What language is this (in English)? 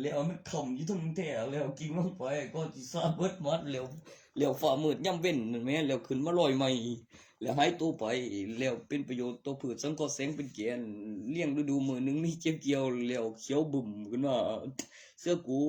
Northeastern Thai